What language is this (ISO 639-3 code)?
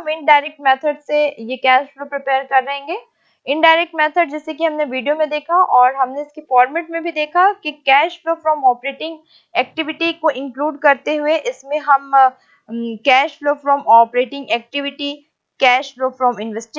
hin